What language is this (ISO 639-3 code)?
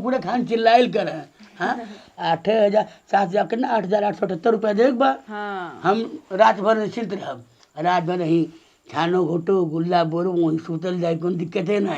bho